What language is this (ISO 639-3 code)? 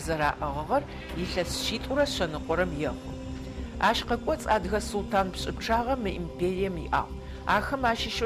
ady